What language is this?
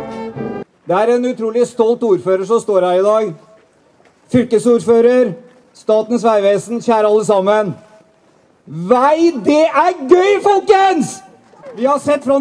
Norwegian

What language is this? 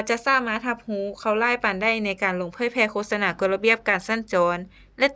Lao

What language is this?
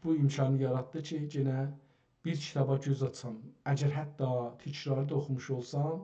South Azerbaijani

